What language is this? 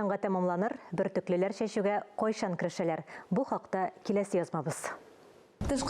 Tatar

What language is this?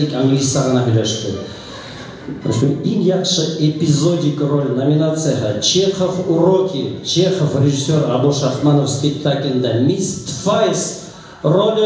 Bashkir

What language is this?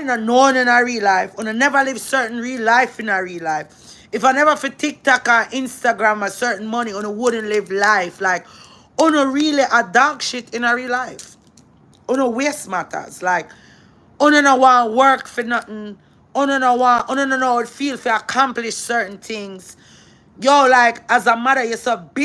Jamaican Creole English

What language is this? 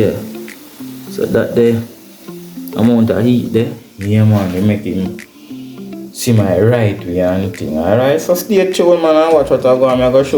Jamaican Creole English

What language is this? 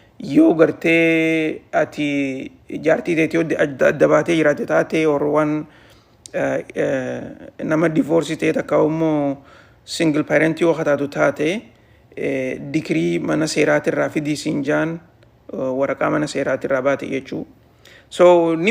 Oromo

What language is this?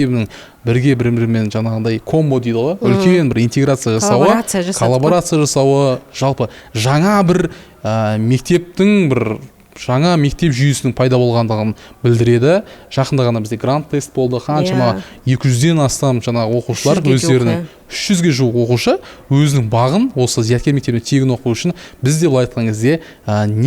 Kazakh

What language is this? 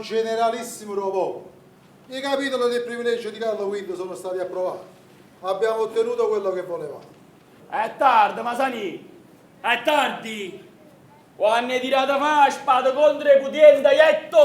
Neapolitan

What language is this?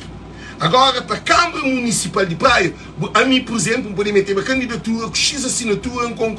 Kabuverdianu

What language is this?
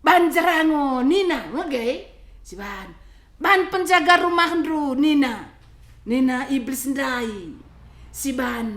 Batak Karo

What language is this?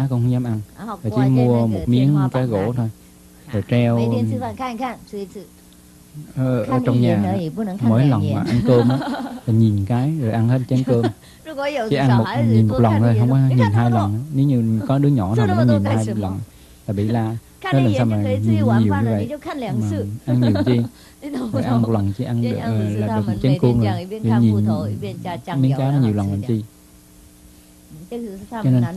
Vietnamese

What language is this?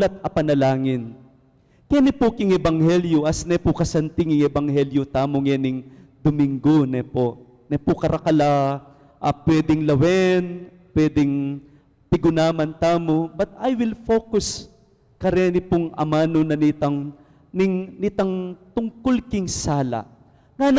Pampanga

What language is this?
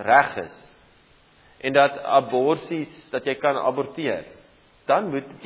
Afrikaans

